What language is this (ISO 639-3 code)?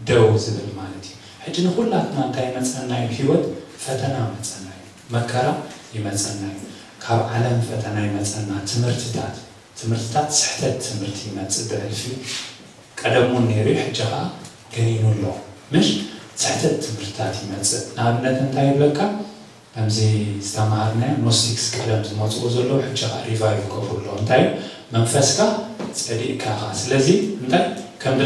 tir